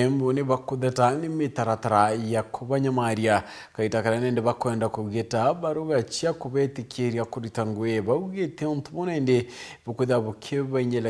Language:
Meru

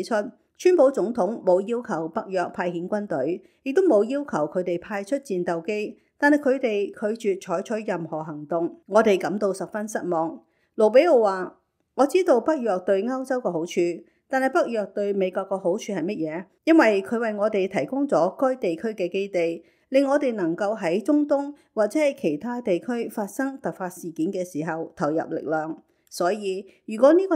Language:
Cantonese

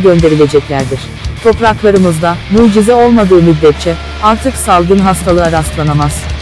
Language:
Turkish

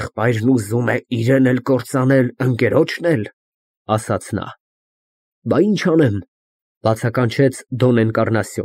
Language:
Armenian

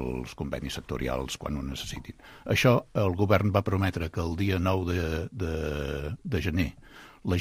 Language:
Catalan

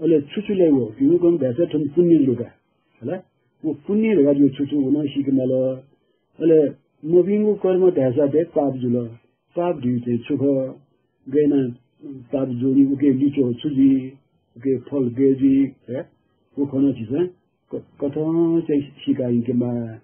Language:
Newari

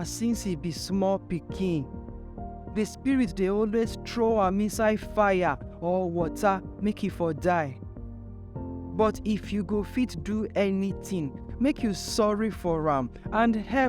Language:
Nigerian Pidgin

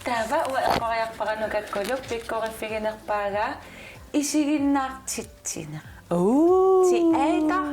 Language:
Kalaallisut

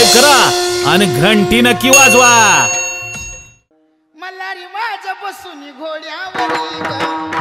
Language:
Marathi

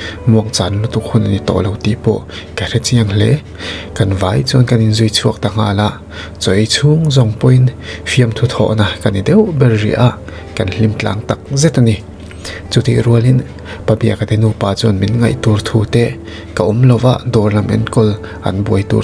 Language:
Mizo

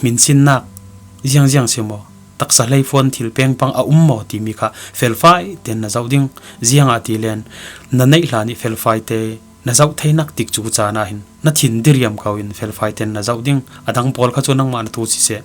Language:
Falam Chin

